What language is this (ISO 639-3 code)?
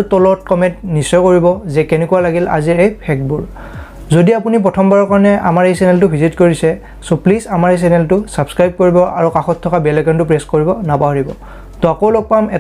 asm